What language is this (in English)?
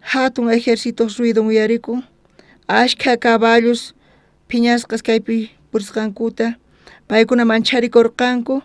South Bolivian Quechua